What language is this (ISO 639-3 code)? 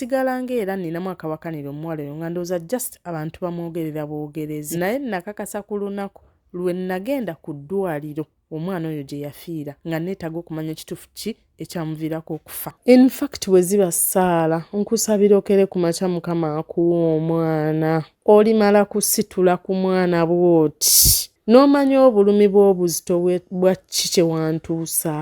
lug